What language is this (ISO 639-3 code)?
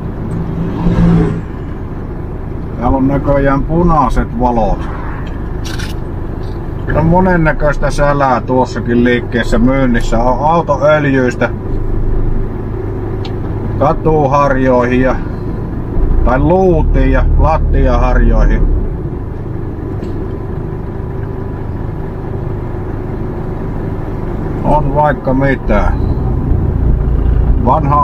fin